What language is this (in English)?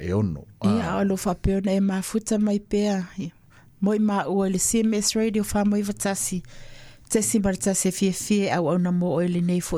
Samoan